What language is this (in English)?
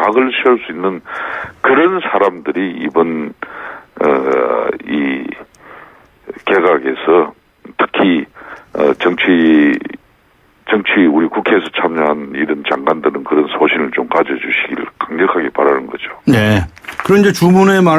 Korean